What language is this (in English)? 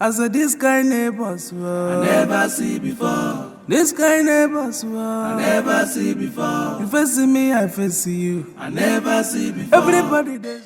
Nigerian Pidgin